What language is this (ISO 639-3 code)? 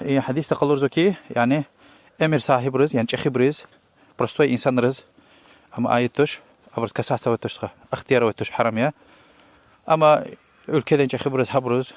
lez